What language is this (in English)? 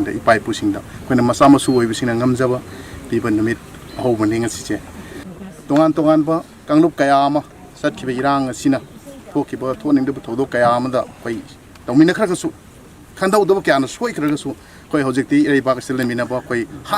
Manipuri